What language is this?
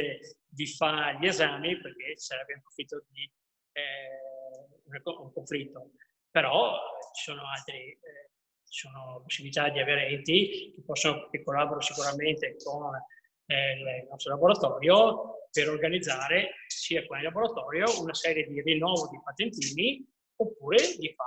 Italian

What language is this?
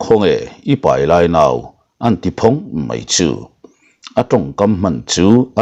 Mizo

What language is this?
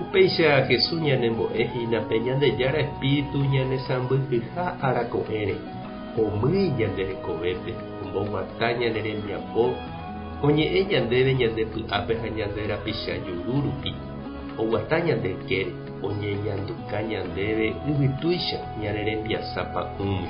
Guarani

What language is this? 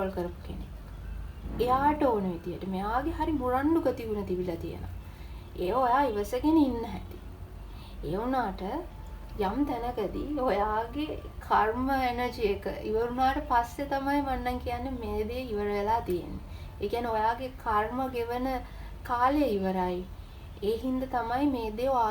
Sinhala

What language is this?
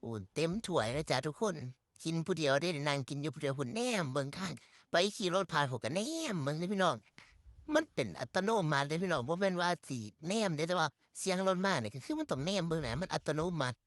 Northeastern Thai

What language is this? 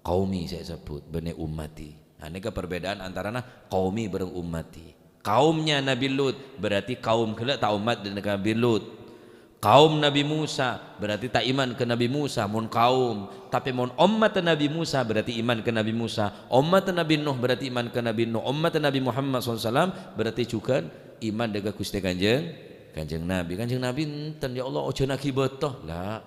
Madurese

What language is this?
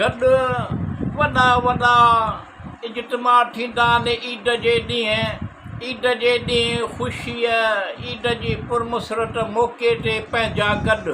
Sindhi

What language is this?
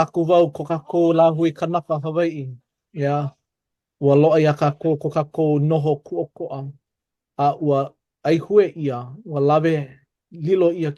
Hawaiian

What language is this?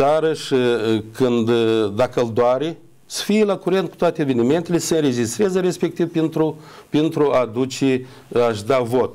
Romanian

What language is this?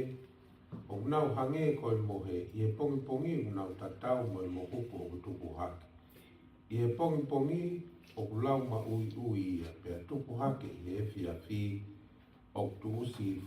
Tongan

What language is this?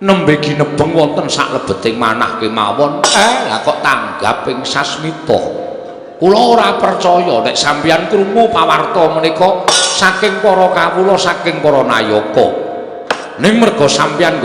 Javanese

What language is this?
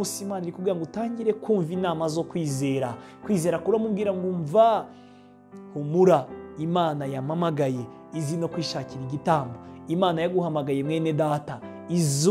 Kinyarwanda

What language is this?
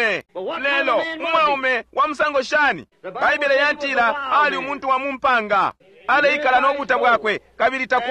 Bemba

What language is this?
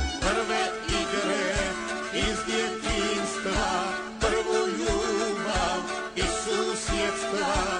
Croatian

